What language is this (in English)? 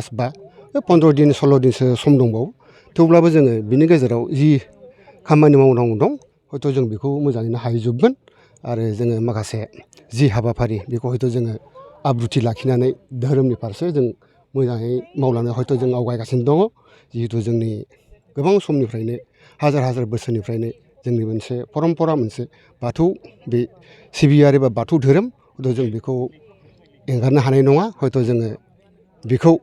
Bodo